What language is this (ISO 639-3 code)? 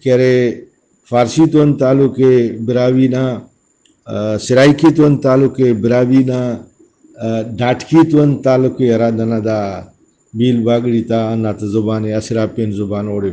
brh